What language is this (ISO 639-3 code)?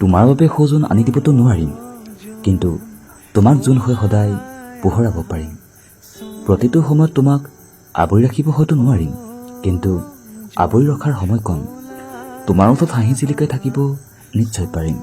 asm